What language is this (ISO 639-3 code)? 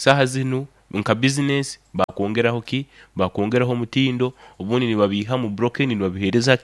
nyo